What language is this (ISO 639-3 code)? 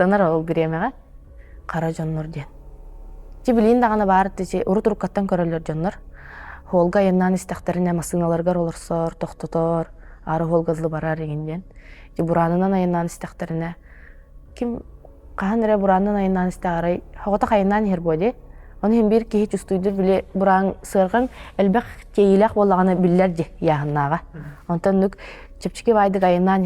sah